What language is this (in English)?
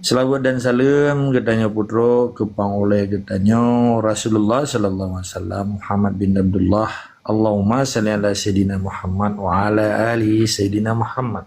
Achinese